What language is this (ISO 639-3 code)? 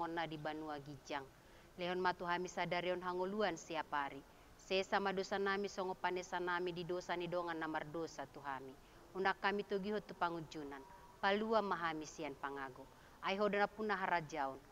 bbc